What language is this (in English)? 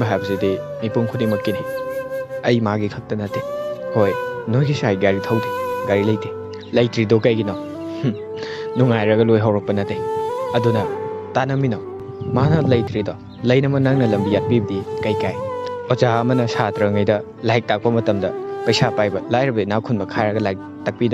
Manipuri